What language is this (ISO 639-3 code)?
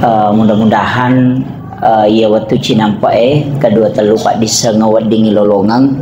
bug